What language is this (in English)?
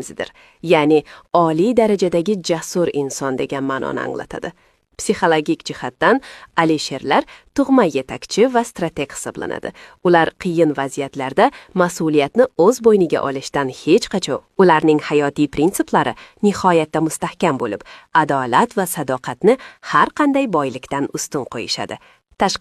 Uzbek